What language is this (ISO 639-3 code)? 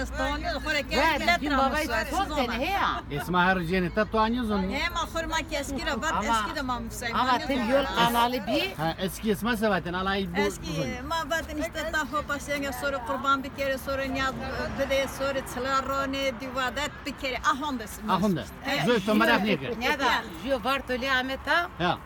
zza